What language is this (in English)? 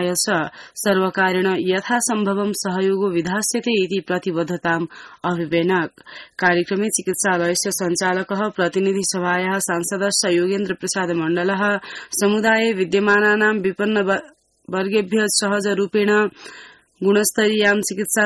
Sanskrit